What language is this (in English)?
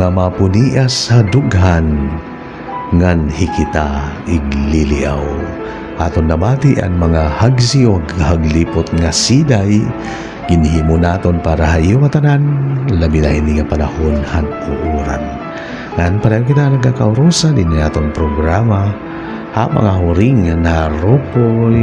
Waray